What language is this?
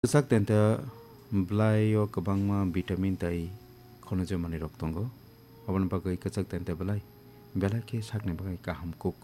Kok Borok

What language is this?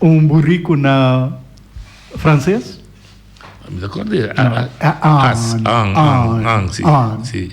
Papiamento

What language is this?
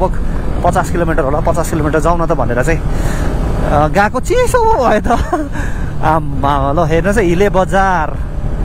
Nepali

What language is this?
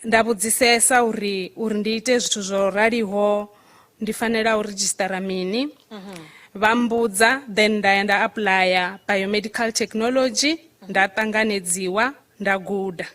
Venda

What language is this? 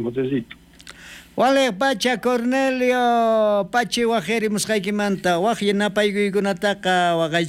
South Bolivian Quechua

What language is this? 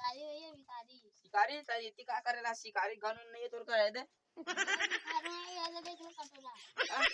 Chhattisgarhi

